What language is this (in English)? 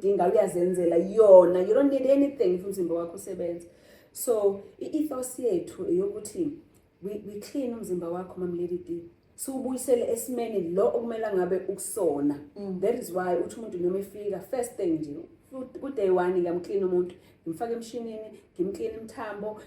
Zulu